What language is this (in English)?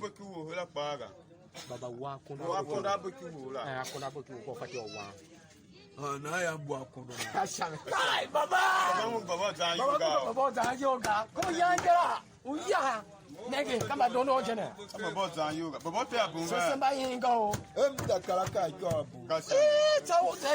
Tiv